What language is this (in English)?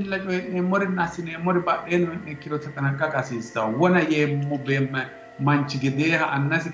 Sidamo